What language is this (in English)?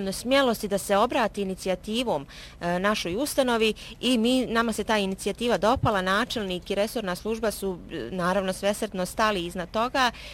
Bosnian